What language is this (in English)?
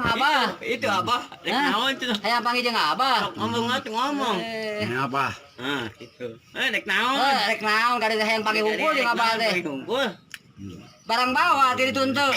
Sundanese